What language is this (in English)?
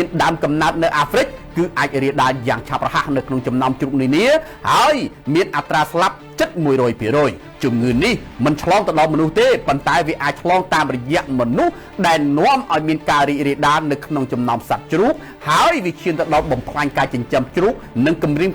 Khmer